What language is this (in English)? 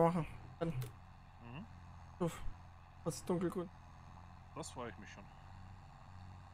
German